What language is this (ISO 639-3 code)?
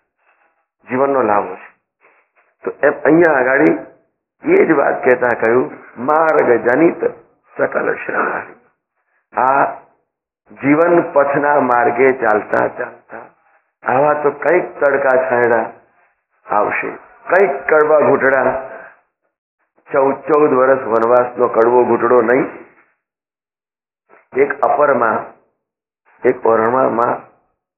guj